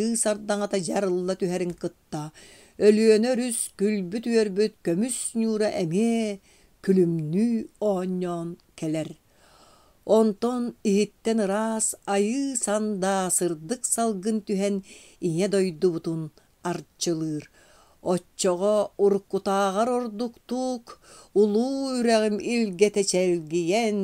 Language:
Yakut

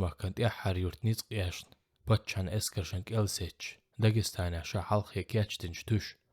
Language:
Chechen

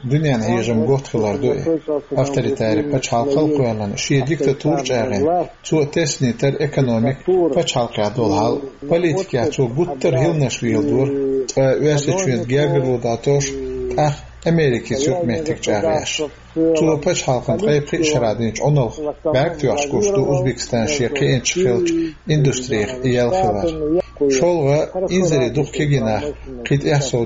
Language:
Chechen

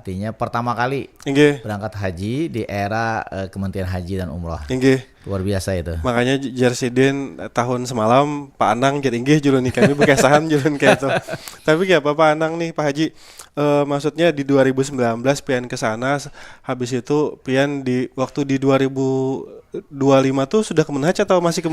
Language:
Banjar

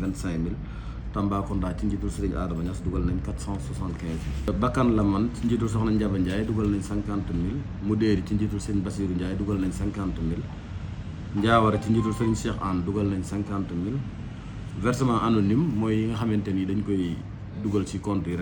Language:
Wolof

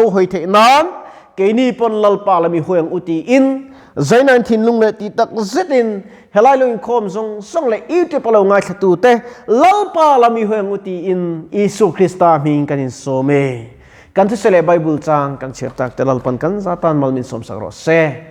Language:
Mizo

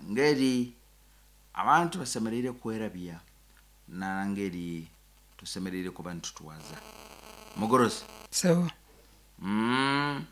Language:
Nyankole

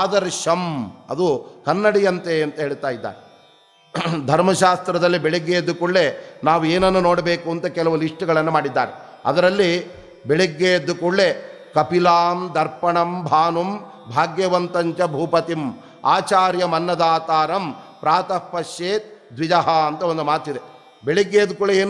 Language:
Kannada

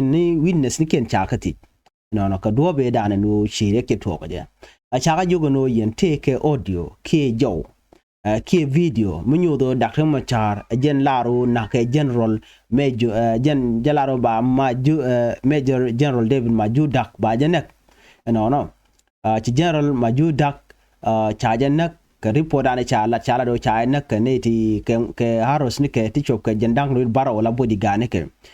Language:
Nuer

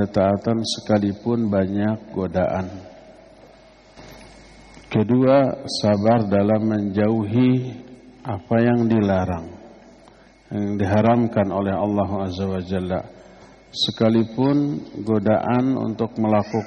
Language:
Indonesian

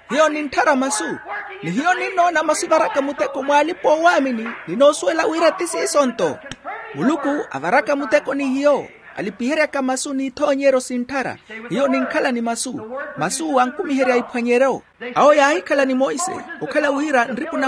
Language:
Makhuwa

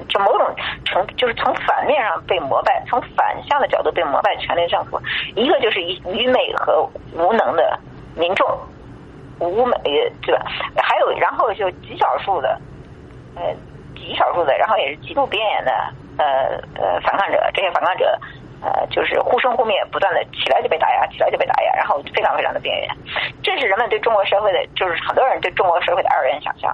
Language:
Chinese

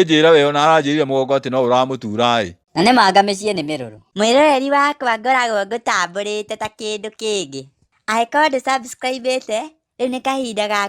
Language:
Kikuyu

